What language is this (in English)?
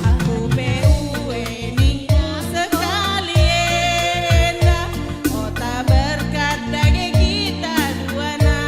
Batak Karo